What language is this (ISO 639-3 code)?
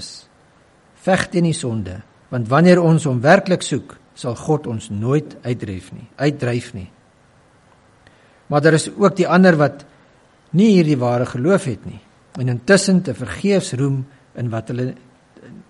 afr